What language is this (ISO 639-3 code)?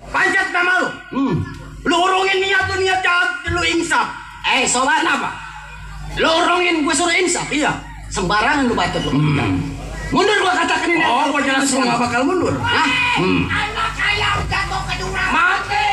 bew